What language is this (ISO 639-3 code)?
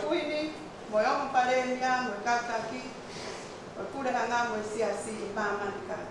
ton